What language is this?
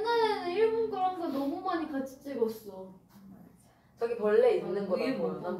Korean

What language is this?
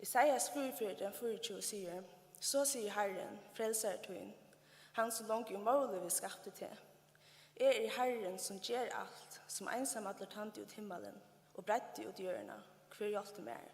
Faroese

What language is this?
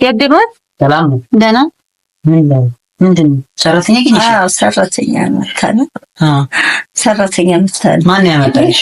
Amharic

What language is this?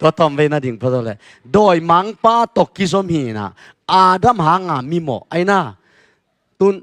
Tedim Chin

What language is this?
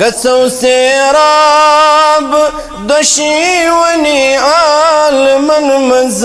Kashmiri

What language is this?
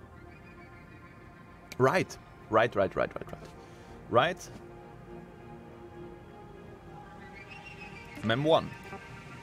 German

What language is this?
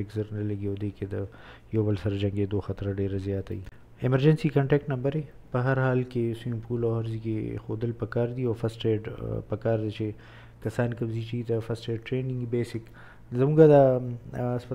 Pashto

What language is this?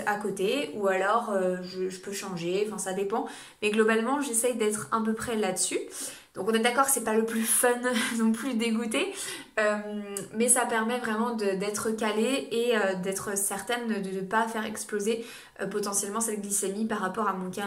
French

